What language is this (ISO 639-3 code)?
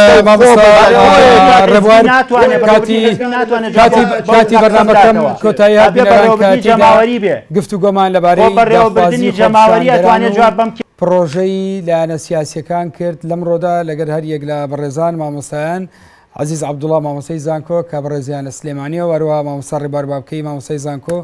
ckb